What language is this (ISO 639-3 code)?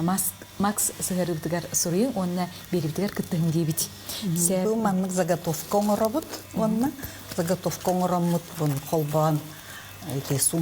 sah